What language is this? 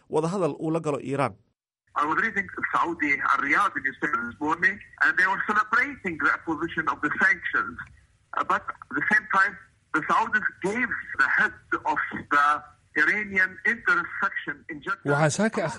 Somali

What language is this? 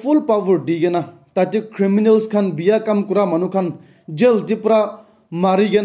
Naga Pidgin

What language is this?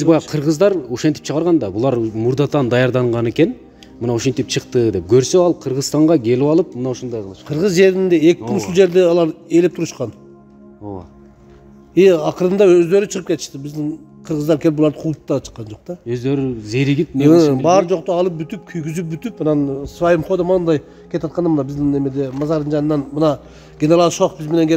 Kyrgyz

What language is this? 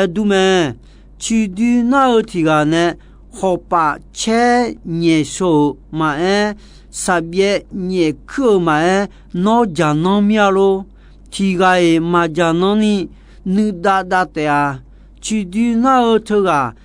Akha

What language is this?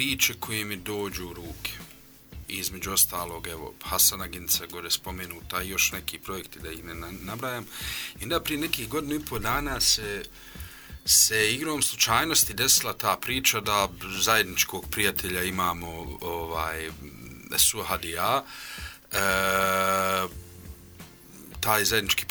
Bosnian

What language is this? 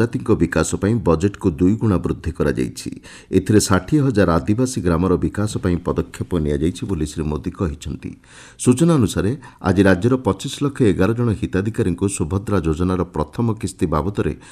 Odia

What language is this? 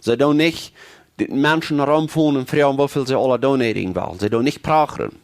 Plautdietsch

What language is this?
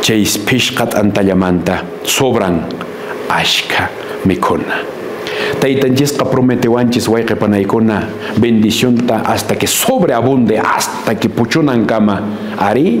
Quechua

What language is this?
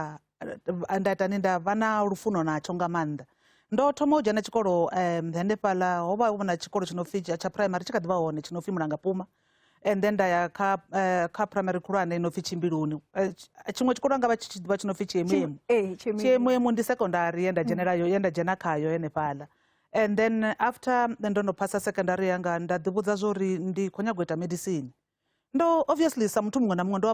Venda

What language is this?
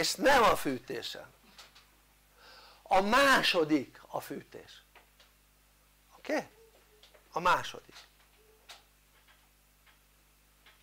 Hungarian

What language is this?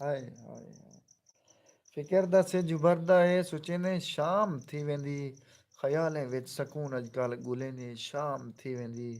Saraiki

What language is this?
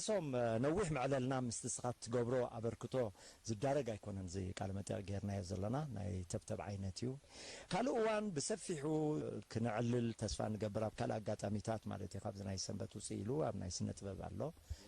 Tigrinya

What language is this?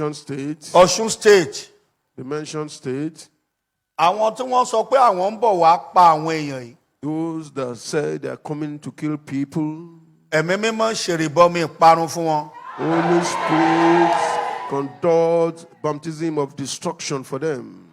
Yoruba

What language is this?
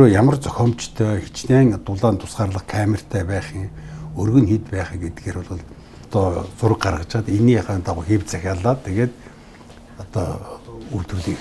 Mongolian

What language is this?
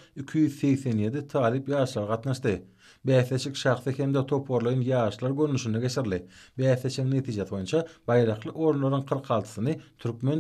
Turkmen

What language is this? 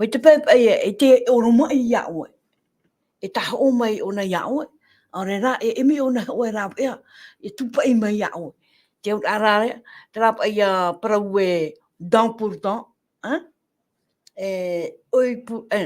Tahitian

